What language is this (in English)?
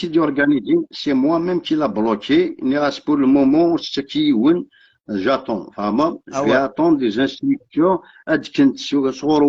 Kabyle